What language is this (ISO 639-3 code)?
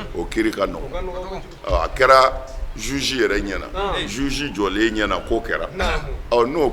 bam